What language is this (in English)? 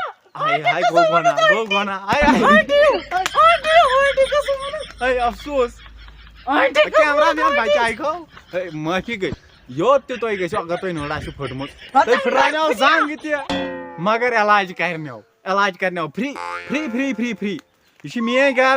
Kashmiri